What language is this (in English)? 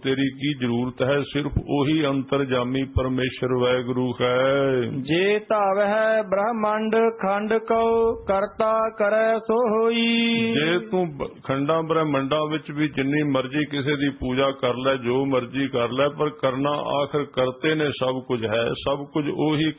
Punjabi